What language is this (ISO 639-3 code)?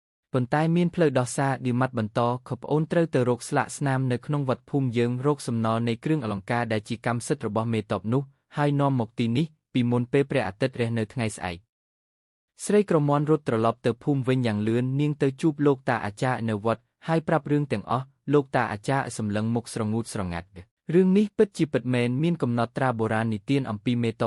khm